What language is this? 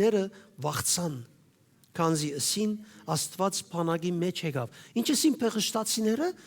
Western Armenian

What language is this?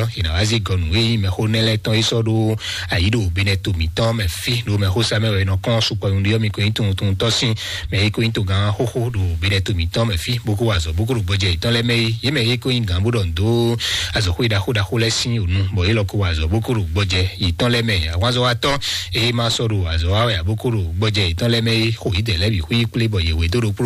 Fon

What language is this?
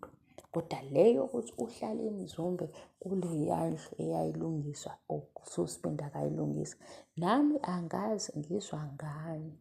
Zulu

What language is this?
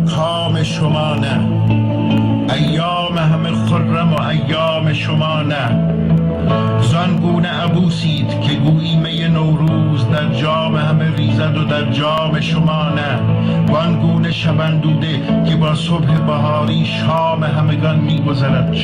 Persian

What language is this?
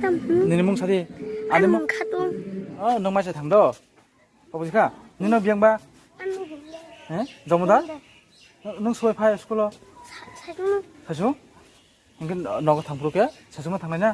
Kok Borok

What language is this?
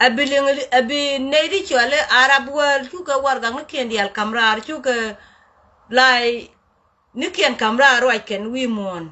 Nuer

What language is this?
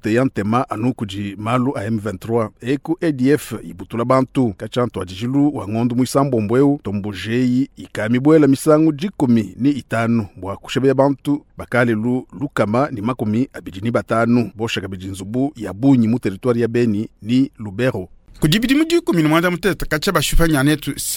Luba-Lulua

